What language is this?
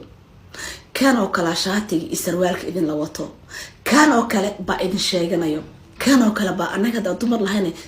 Somali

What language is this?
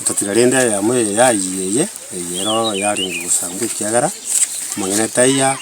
Gusii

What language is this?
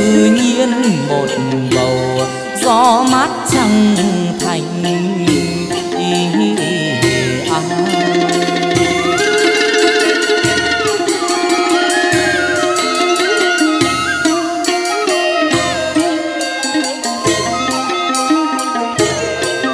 Vietnamese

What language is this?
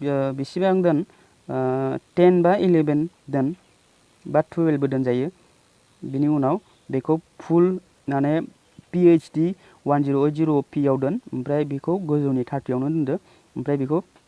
Bodo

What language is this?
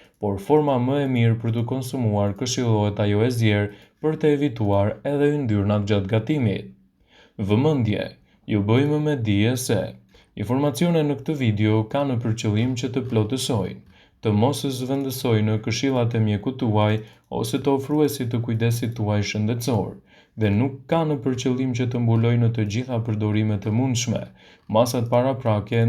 Albanian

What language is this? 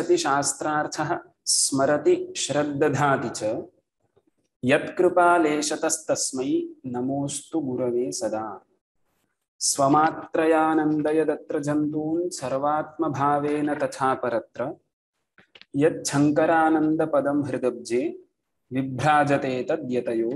Sanskrit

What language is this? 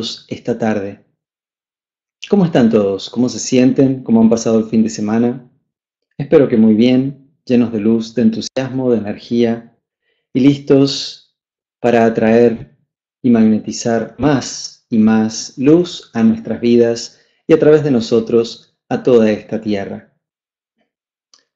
Spanish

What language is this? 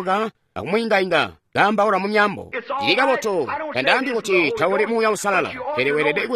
Tonga (Zambia)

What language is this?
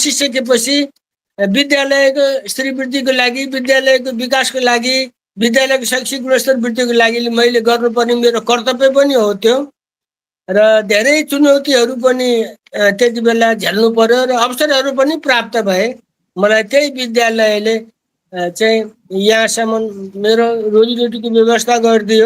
Nepali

